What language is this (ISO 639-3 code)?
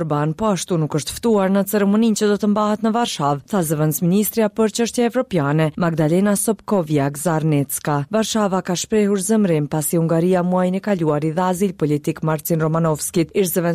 sqi